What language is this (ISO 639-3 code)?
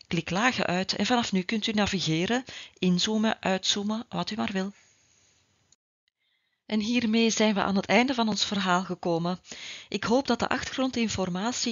nld